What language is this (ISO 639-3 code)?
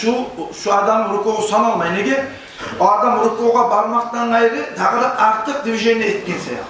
kum